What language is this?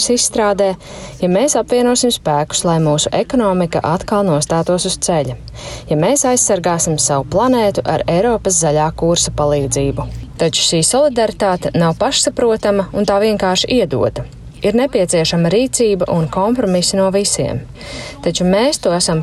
Latvian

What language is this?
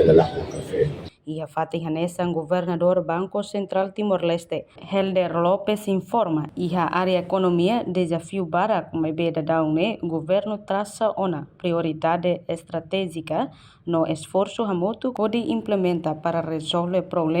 Tetum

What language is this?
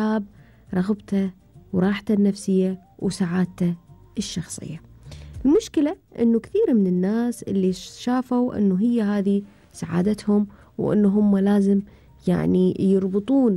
Gulf Arabic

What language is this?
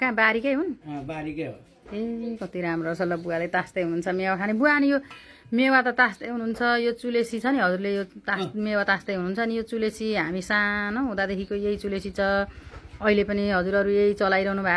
Nepali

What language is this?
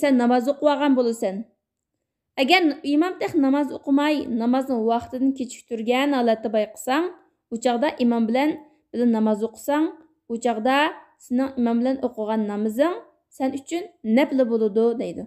Uyghur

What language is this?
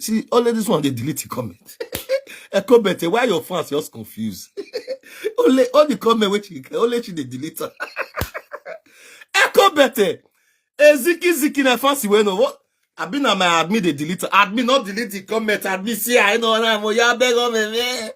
Nigerian Pidgin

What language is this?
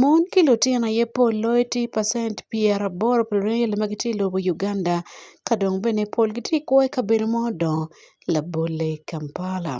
Acoli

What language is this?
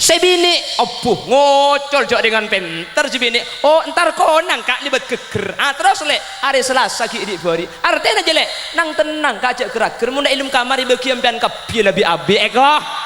Madurese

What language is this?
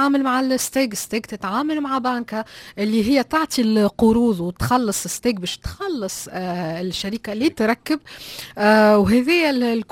Tunisian Arabic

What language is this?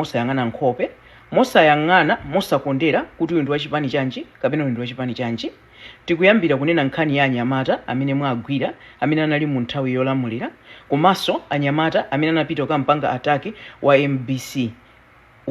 Nyanja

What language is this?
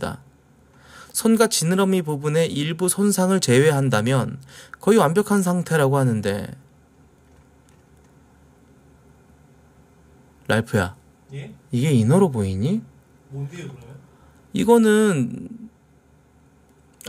Korean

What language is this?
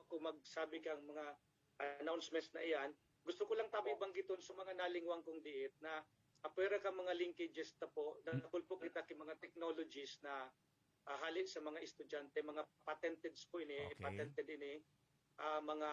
Bikol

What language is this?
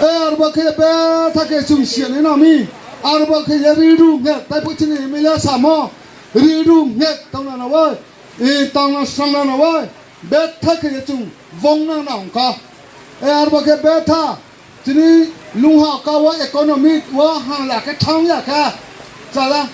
Riang (India)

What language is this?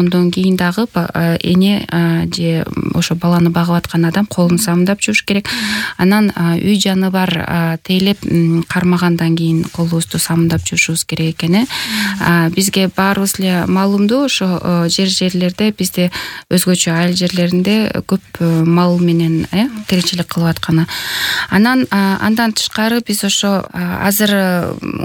Kyrgyz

